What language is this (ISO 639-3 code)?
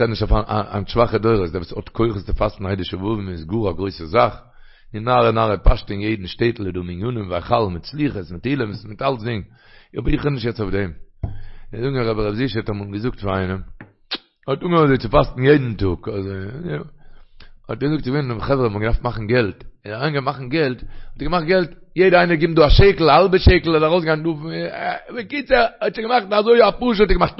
yid